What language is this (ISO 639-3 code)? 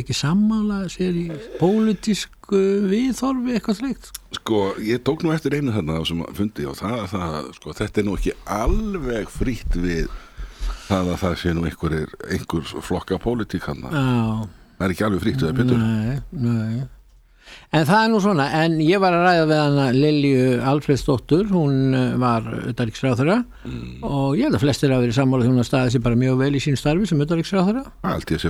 isl